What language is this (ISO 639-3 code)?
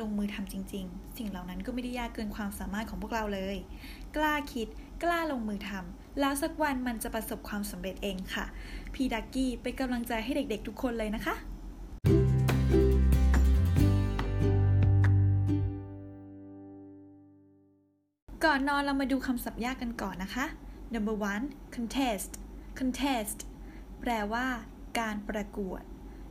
tha